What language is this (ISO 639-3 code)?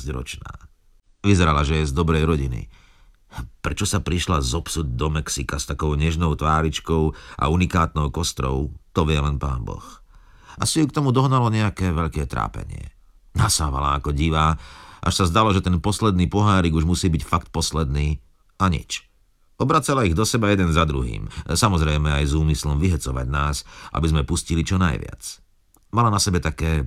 slk